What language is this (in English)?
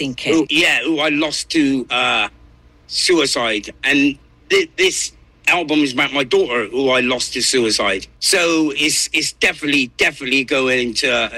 English